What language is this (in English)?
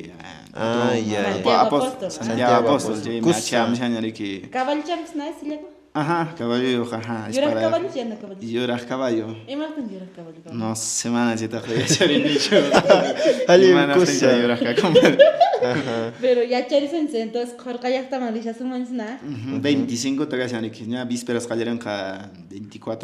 Quechua